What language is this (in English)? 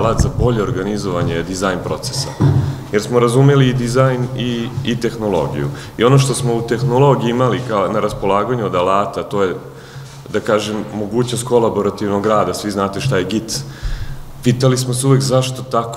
Serbian